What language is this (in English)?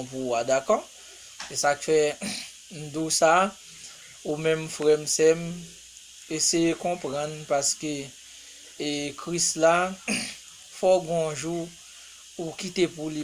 Haitian Creole